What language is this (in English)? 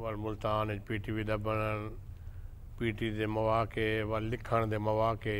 Saraiki